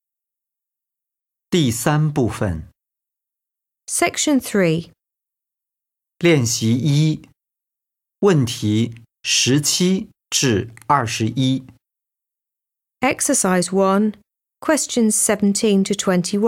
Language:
Chinese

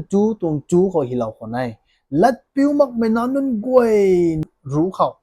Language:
Rongmei Naga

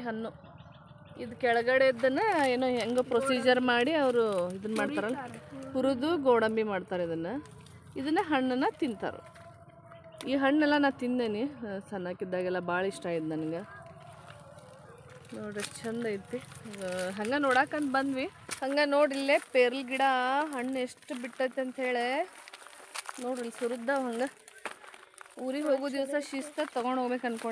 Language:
Kannada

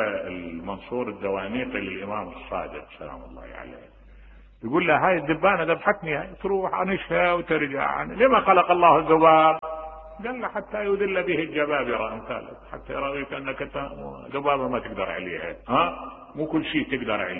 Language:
Mesopotamian Arabic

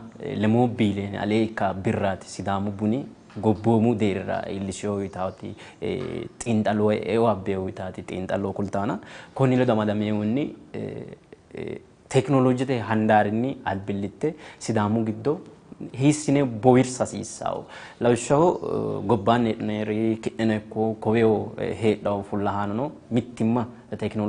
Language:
Sidamo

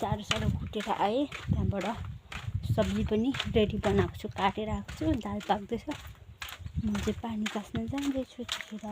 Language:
Nepali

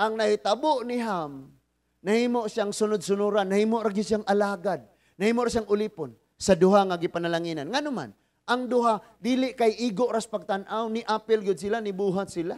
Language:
Cebuano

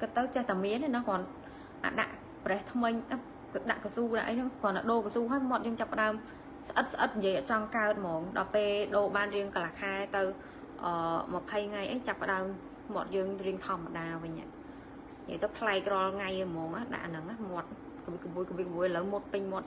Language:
Khmer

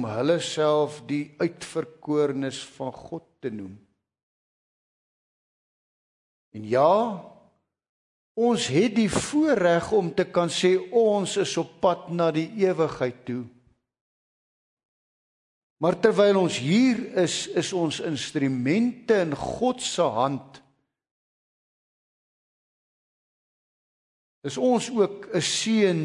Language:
Afrikaans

